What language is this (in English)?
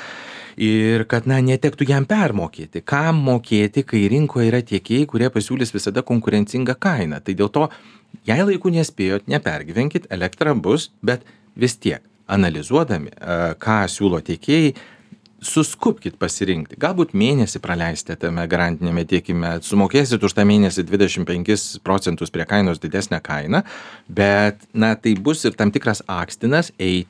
Lithuanian